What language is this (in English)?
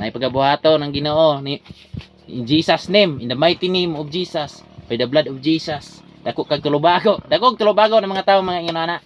Cebuano